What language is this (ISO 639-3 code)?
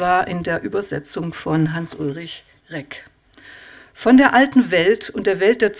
deu